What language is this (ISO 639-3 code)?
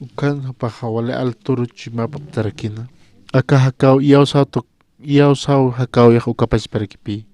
aym